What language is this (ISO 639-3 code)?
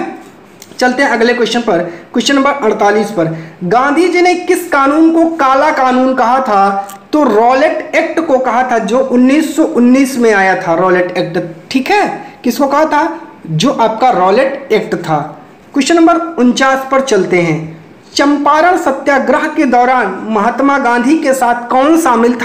hin